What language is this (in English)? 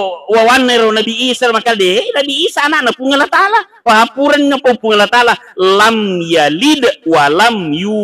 Buginese